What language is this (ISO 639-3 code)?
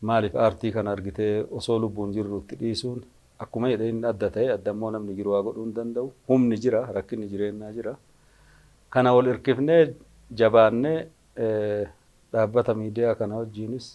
orm